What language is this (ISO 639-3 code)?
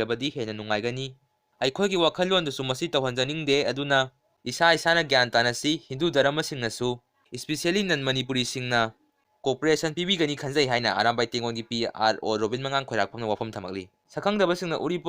mni